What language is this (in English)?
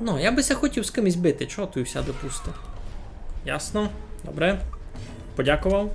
Rusyn